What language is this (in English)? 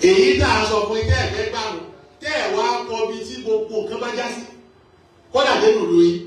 Yoruba